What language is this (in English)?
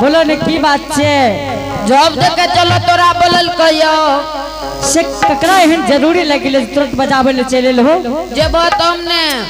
Angika